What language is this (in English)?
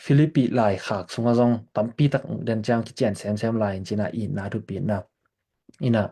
Tedim Chin